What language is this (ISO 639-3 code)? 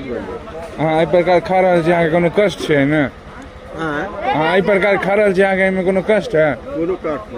mai